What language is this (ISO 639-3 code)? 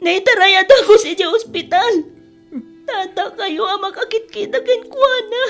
ilo